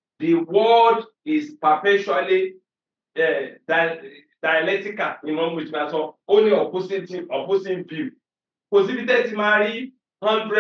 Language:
Yoruba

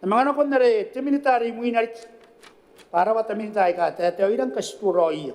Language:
Gilbertese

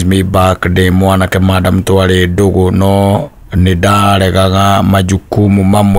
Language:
Kikuyu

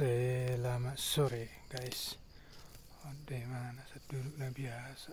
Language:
Batak Toba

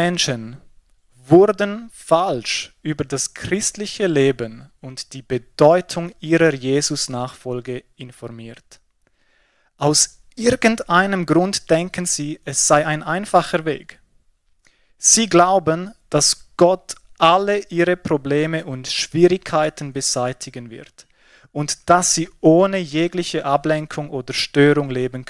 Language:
Swiss German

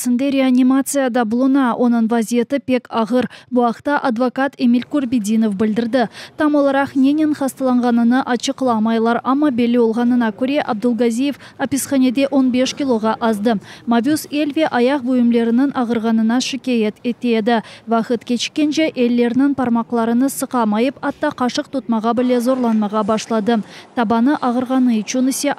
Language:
Crimean Tatar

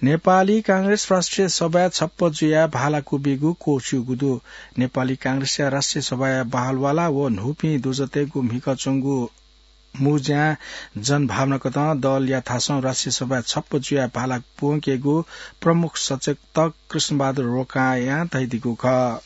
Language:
Newari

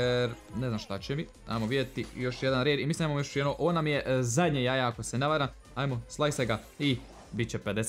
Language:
Croatian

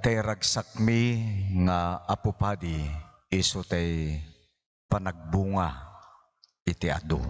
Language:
Iloko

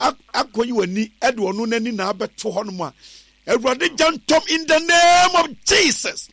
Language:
Akan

